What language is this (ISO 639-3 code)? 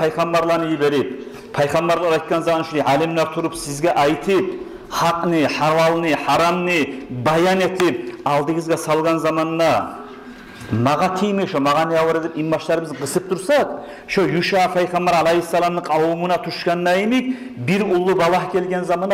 kum